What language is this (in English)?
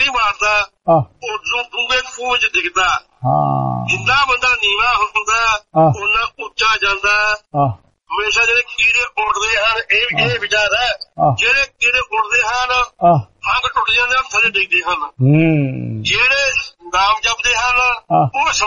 Punjabi